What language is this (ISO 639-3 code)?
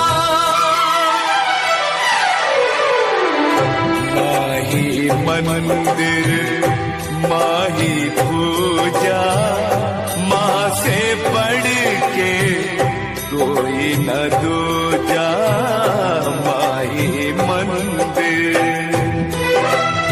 hin